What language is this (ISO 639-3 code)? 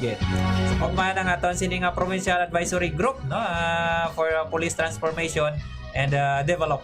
hil